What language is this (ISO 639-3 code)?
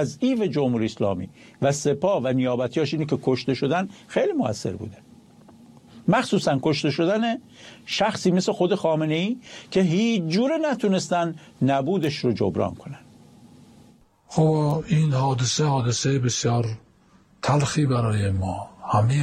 fas